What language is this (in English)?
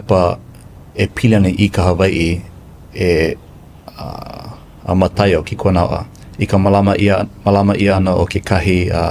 Hawaiian